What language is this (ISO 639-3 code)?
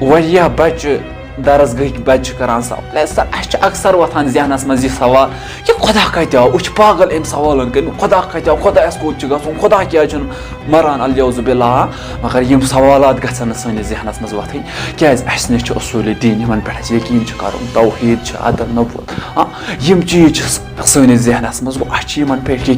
kas